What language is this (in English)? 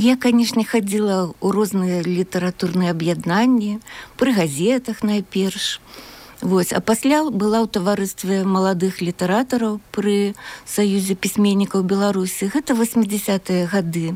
Belarusian